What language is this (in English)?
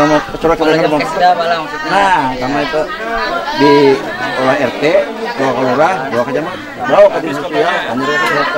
Banjar